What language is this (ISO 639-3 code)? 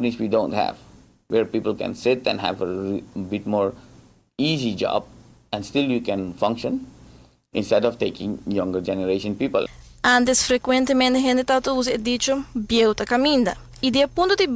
pap